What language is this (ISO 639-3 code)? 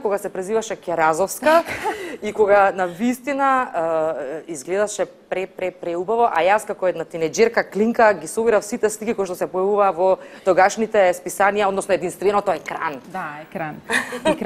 mkd